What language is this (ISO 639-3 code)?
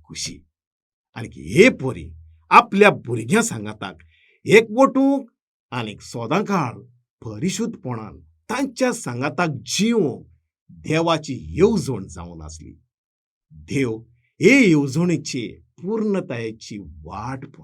kok